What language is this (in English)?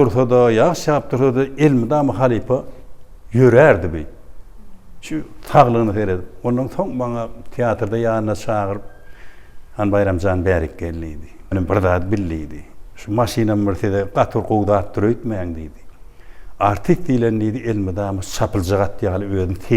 Turkmen